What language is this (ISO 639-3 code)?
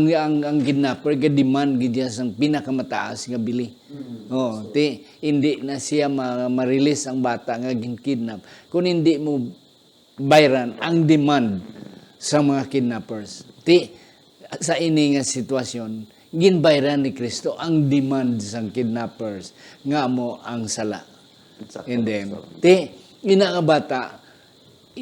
hil